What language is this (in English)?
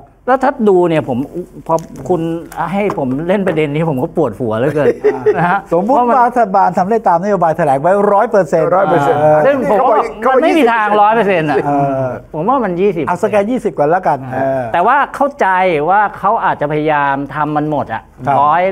Thai